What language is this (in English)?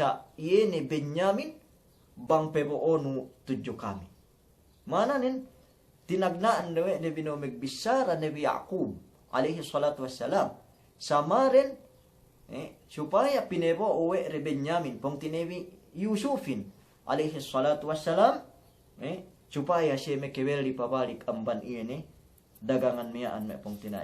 Yakan